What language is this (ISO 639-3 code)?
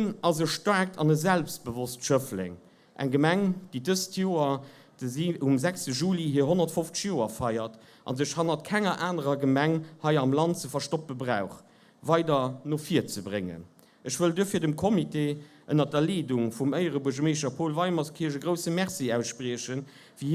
ltz